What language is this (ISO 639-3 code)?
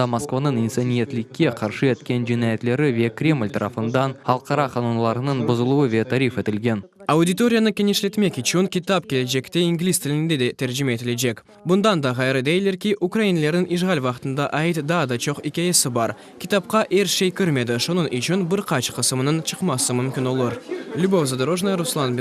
crh